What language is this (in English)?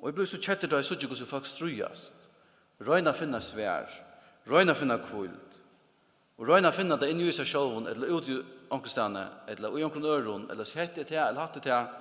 Faroese